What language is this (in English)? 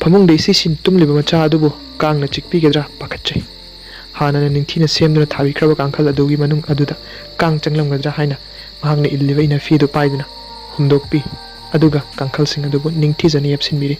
Manipuri